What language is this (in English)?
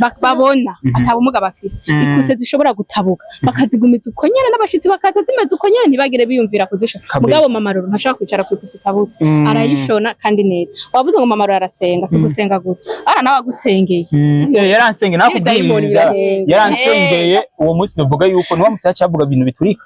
Rundi